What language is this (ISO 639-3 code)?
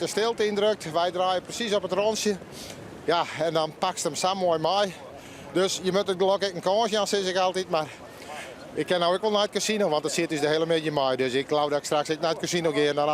fry